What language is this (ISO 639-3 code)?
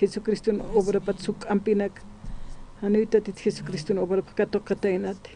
aym